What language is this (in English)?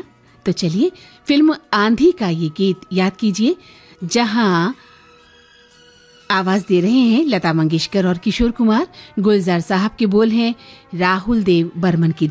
Hindi